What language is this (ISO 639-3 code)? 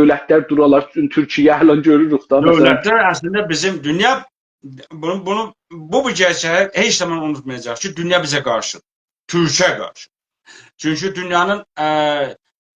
azb